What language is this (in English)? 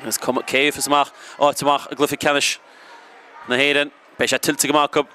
Irish